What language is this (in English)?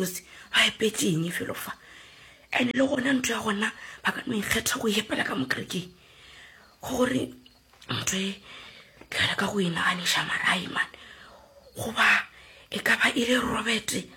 Northern Sotho